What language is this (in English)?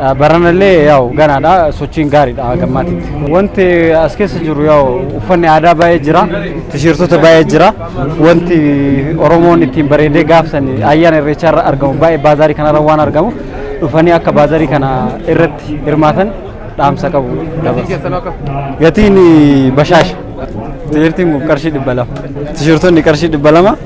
Oromo